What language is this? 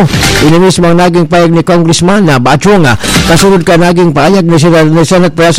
Bikol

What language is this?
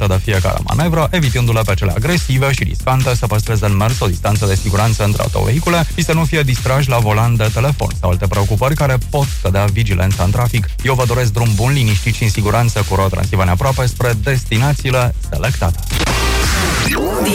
Romanian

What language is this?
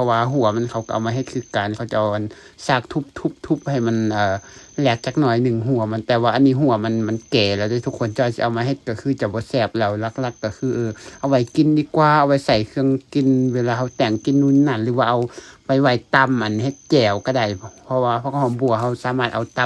Lao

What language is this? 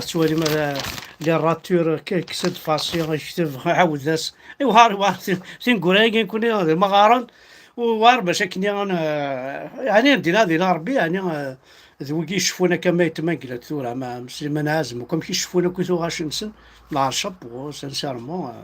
Kabyle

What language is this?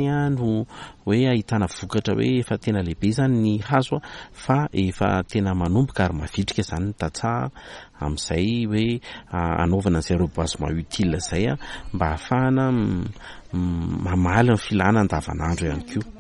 Malagasy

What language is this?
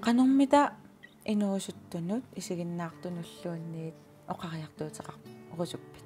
Kalaallisut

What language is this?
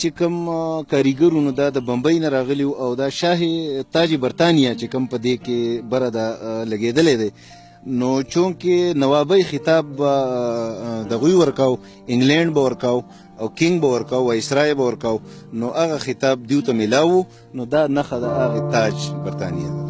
Pashto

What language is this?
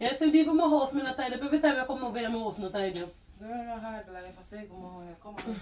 Jamaican Creole English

